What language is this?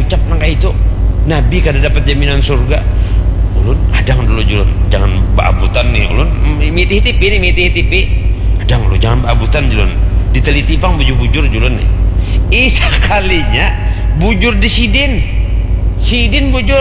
Banjar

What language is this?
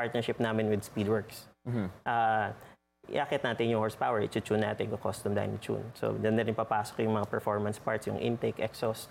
Filipino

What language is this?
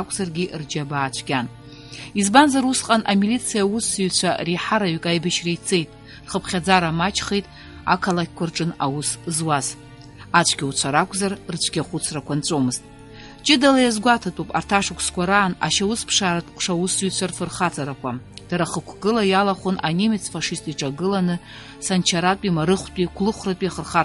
Abkhazian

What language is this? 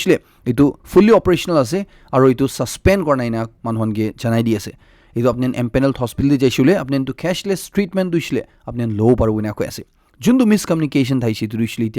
Naga Pidgin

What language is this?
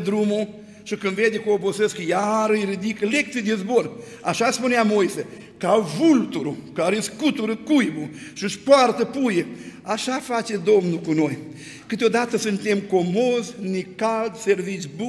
Romanian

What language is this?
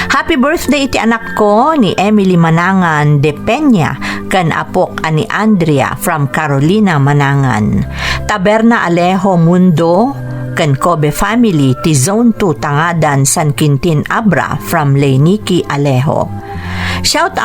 Iloko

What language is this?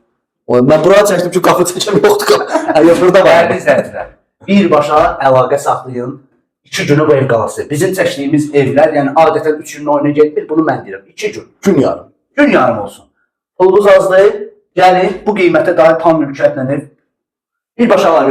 Azerbaijani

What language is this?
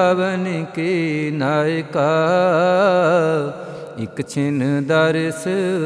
Punjabi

